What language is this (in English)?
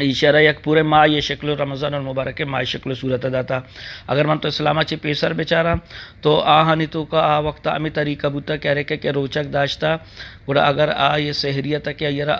Eastern Balochi